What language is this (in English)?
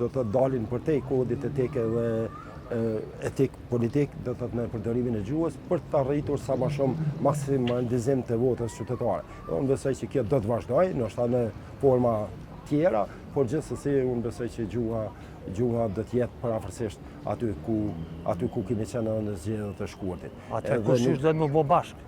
Albanian